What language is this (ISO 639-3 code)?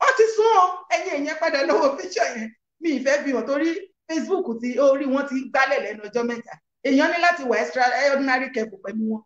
yor